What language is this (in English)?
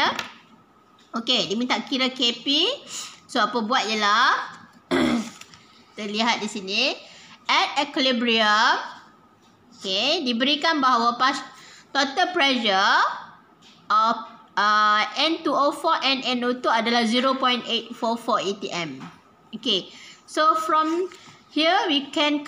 Malay